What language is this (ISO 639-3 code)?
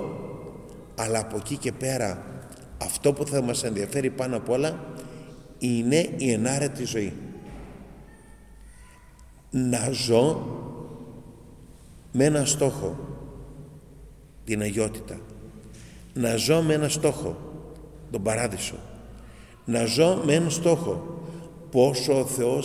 ell